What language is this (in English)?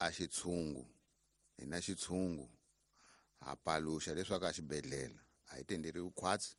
Tsonga